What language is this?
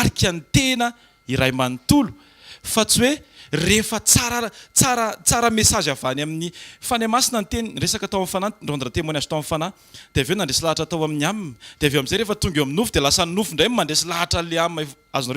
Malagasy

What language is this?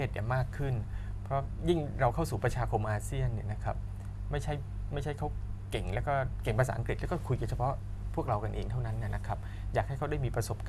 Thai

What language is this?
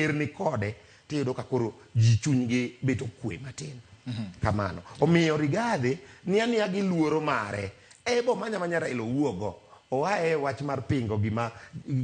Luo (Kenya and Tanzania)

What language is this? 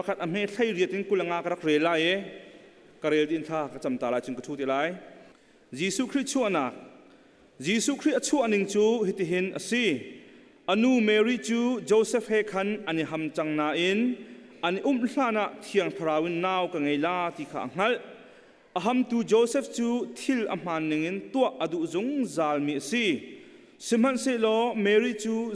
Hakha Chin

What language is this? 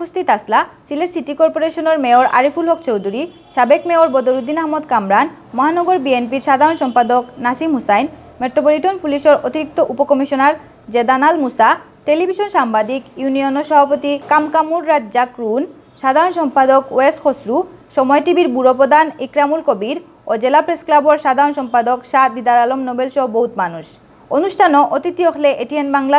Sylheti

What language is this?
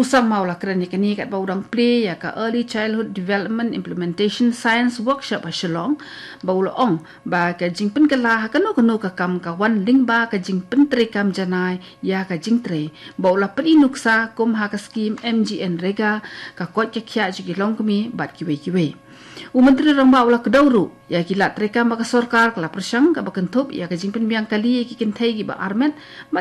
Khasi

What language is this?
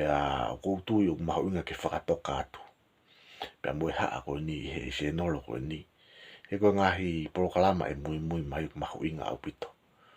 Tongan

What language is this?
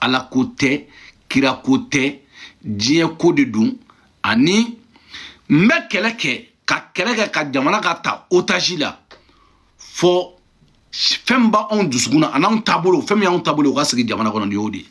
Bambara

